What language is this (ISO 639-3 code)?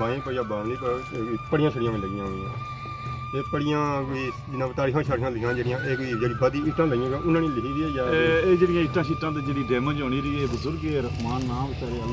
phr